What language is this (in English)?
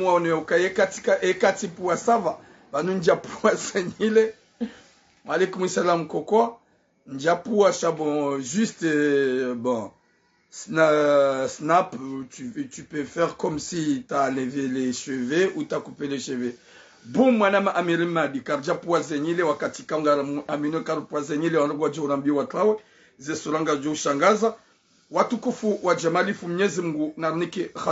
Ngazidja Comorian